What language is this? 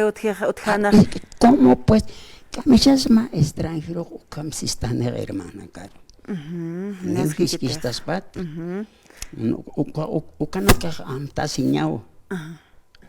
Aymara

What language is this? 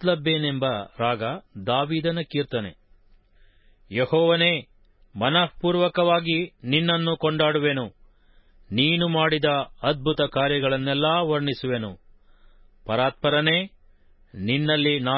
Kannada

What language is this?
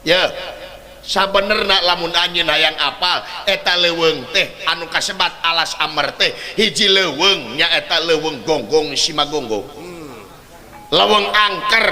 Sundanese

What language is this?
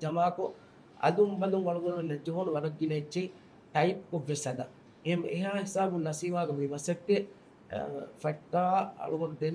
Divehi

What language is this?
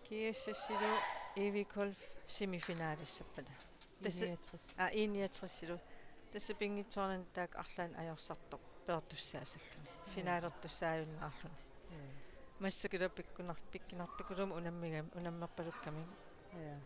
Kalaallisut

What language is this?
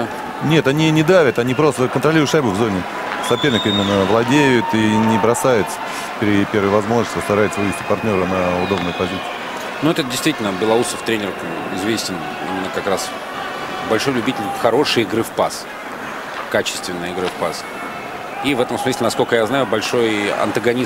Russian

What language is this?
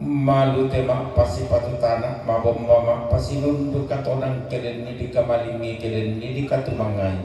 Toraja-Sa'dan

